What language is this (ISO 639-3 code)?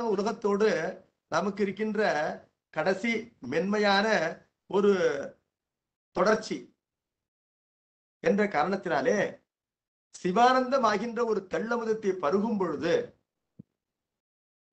tam